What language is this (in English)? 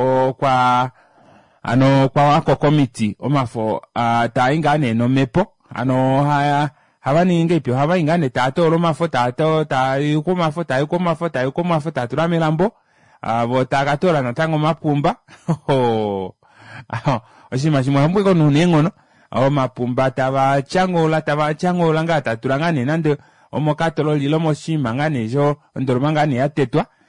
Kuanyama